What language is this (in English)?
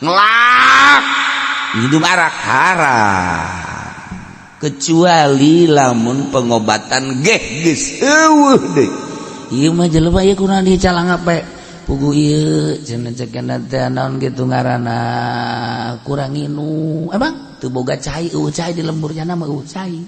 Sundanese